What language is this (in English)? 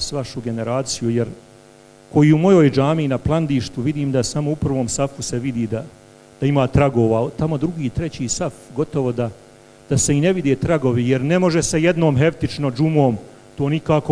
Bosnian